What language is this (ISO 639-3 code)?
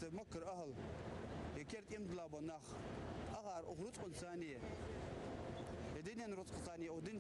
inh